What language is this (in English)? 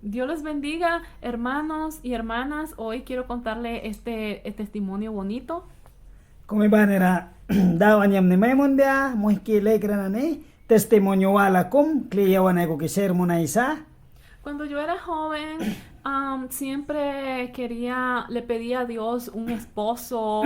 Mískito